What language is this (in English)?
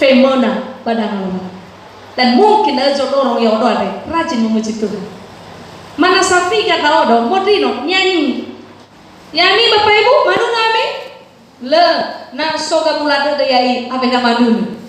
Nias